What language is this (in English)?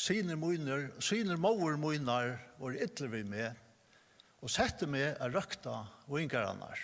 Faroese